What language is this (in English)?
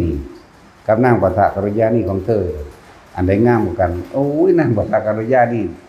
Northeastern Thai